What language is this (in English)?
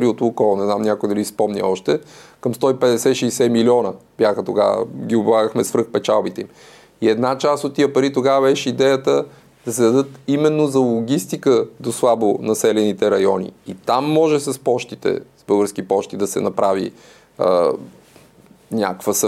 Bulgarian